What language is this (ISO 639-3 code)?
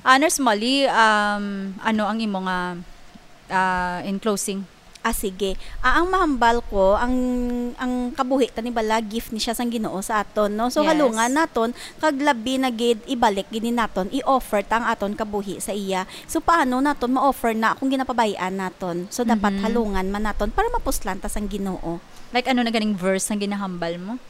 hil